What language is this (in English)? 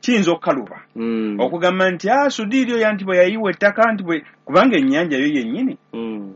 Ganda